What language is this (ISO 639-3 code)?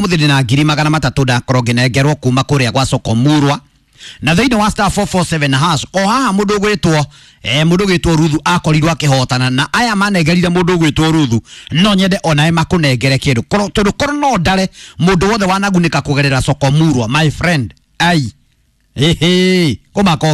kik